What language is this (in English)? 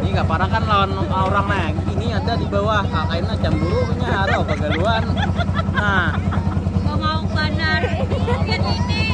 Banjar